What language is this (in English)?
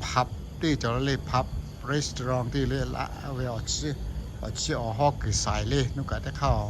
Lahu